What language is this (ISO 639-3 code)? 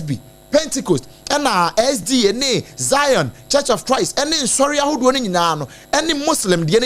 aka